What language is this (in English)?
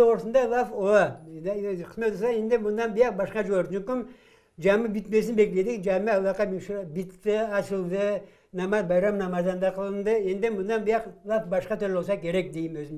Crimean Tatar